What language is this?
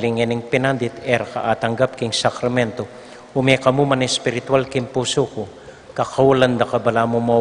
Pampanga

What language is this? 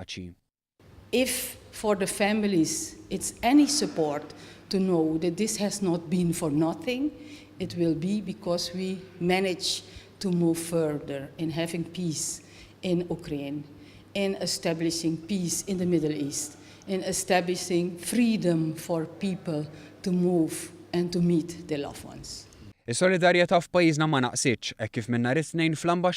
Maltese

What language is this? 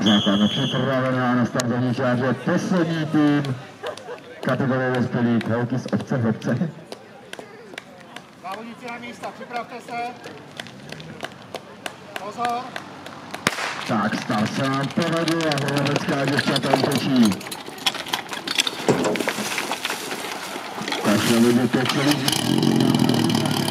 Czech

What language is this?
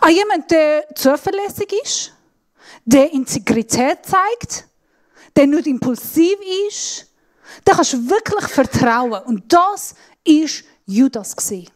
Swiss German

